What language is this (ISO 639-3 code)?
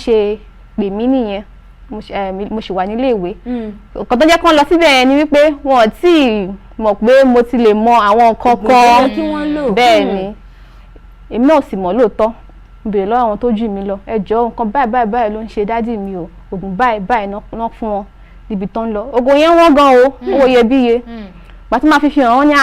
yor